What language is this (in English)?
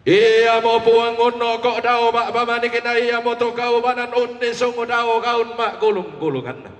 Toraja-Sa'dan